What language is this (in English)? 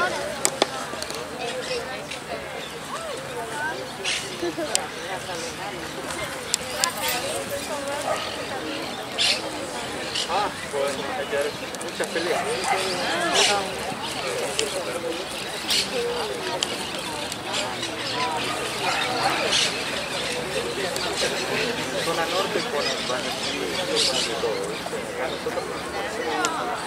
Spanish